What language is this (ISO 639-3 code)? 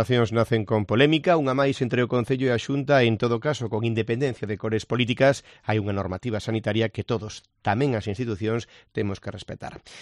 glg